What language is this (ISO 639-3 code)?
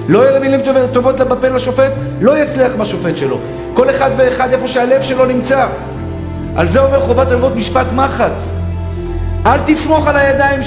heb